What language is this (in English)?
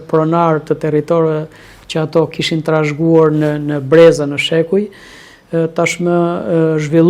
Albanian